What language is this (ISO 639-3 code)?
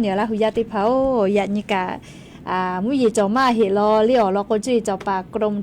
lhu